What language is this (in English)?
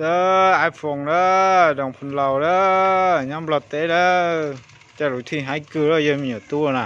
Hmong